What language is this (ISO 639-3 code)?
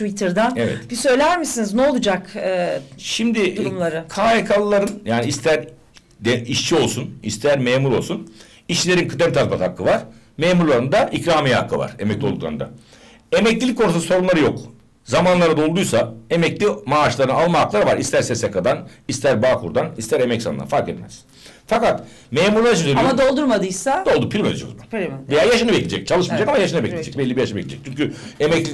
tur